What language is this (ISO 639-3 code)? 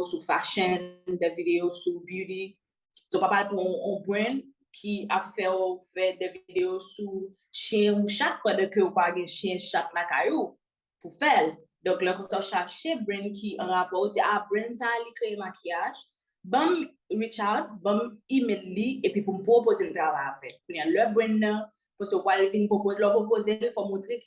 hat